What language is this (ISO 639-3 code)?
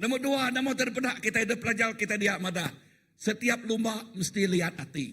iba